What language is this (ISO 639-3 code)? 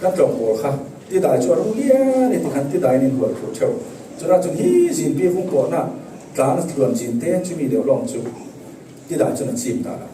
cfm